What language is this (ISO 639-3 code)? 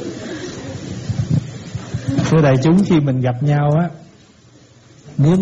vie